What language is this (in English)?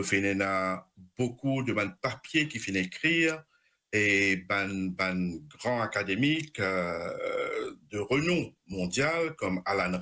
Morisyen